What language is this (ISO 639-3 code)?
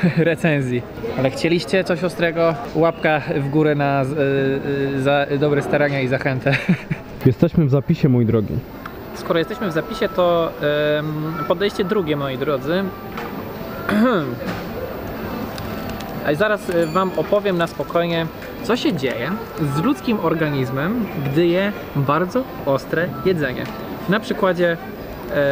pol